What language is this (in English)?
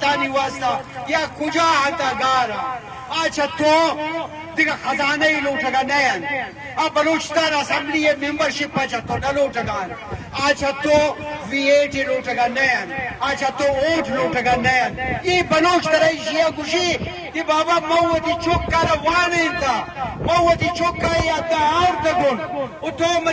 Eastern Balochi